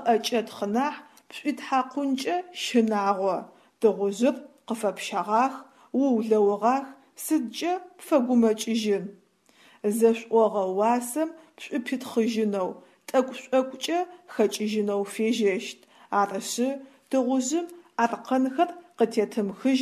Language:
Adyghe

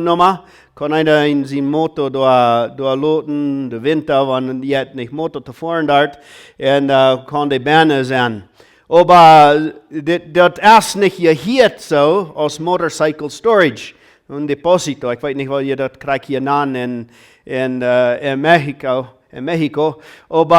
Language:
Plautdietsch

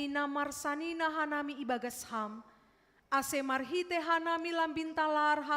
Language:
Batak Simalungun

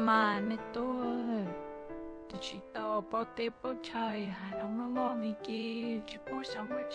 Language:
Hmong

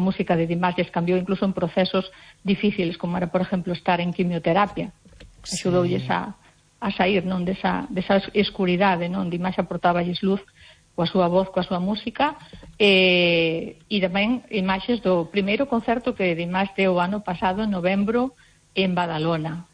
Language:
Galician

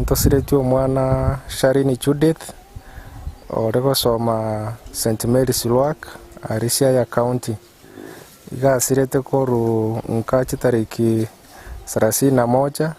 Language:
Gusii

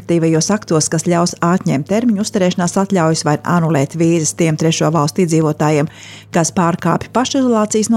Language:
Latvian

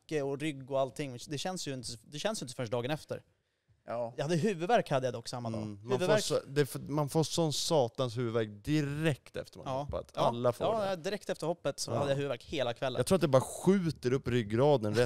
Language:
Swedish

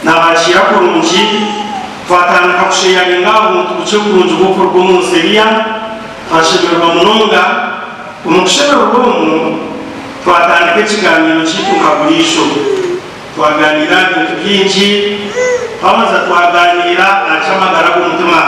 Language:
Nyankole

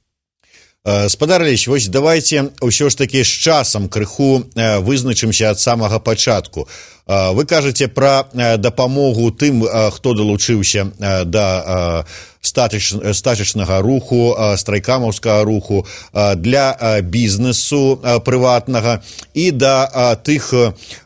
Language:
Belarusian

